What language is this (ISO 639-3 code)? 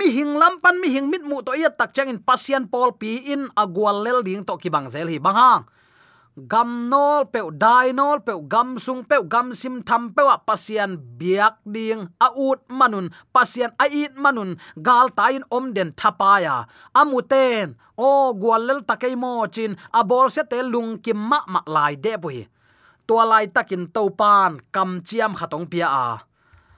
ctd